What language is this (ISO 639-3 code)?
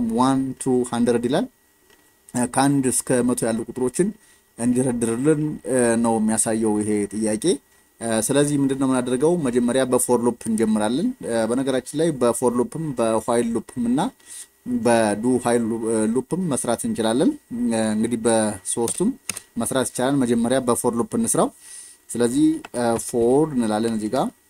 amh